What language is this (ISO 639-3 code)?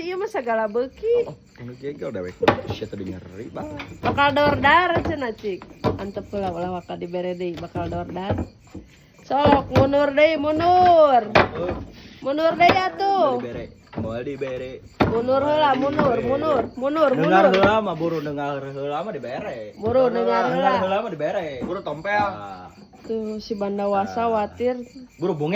sun